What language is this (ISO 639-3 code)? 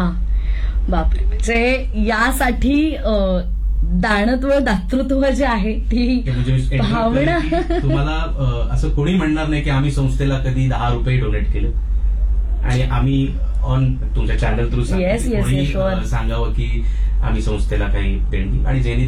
mar